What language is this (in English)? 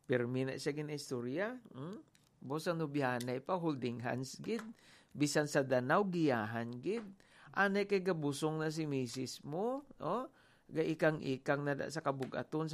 Hiligaynon